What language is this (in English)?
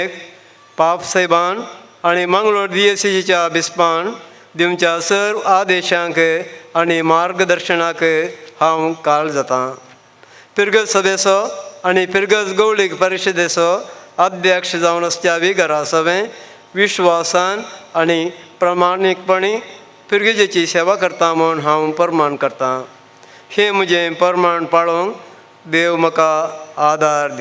Konkani